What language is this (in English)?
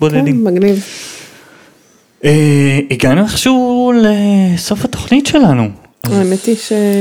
Hebrew